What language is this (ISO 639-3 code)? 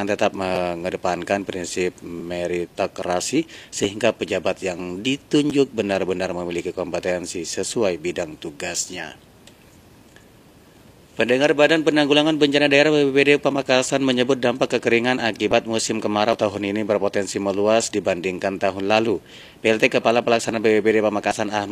ind